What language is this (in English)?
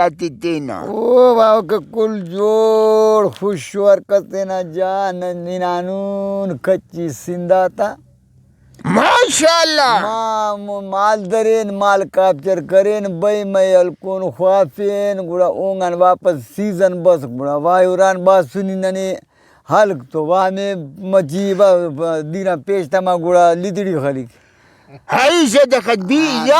Brahui